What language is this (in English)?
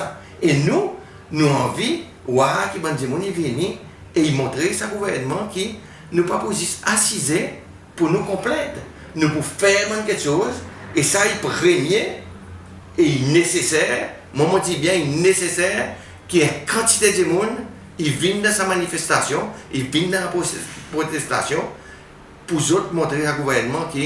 Seselwa Creole French